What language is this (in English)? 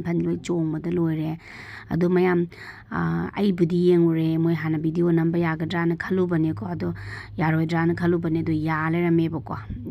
Manipuri